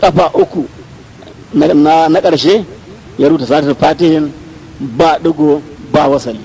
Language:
Hausa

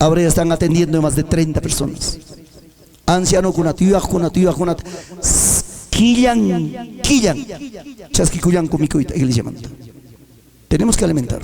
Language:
Ayacucho Quechua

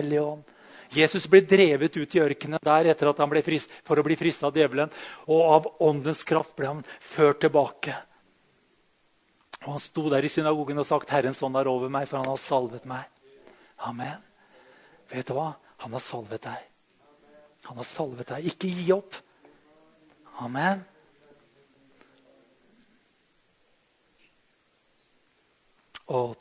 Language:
Norwegian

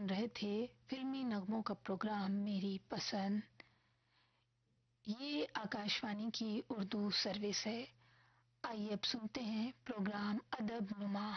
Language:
Urdu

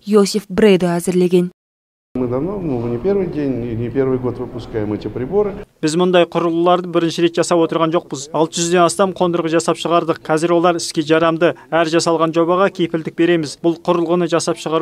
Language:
Kazakh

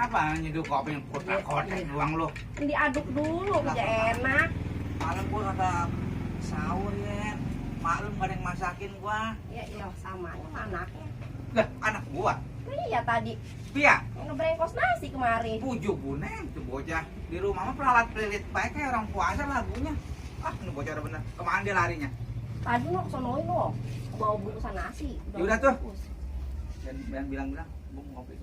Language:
Betawi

